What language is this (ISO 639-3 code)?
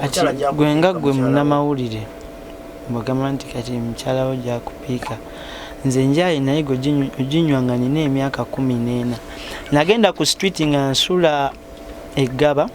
lug